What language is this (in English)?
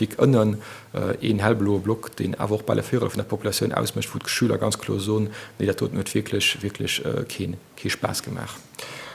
Luxembourgish